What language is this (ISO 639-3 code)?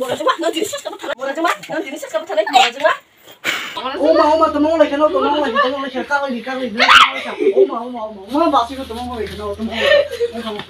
trp